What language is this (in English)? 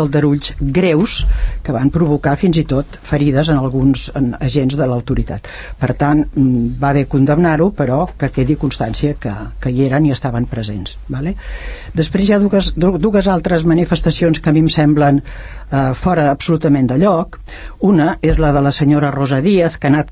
Catalan